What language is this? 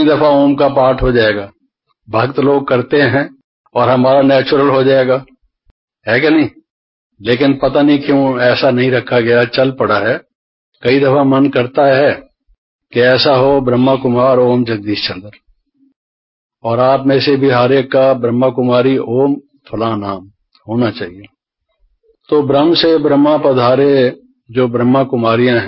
Hindi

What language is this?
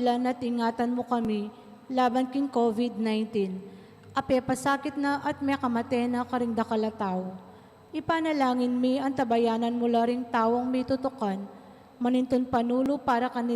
Pampanga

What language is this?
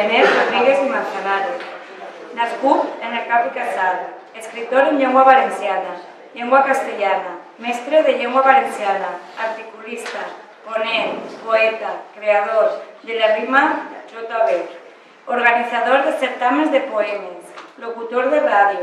Catalan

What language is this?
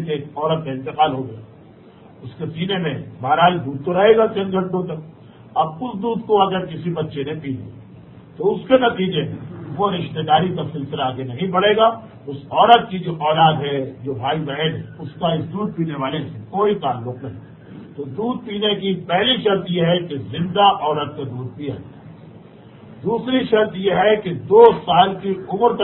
Urdu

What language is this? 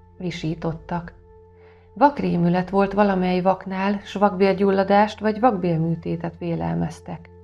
Hungarian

